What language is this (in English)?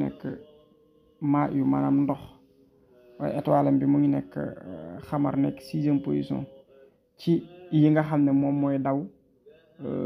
Wolof